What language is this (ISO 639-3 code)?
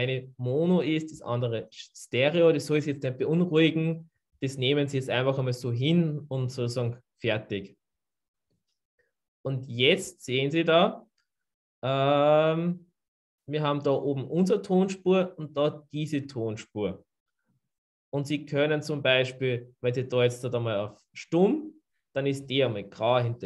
deu